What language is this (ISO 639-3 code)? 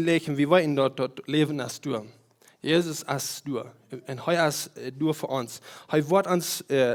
pdt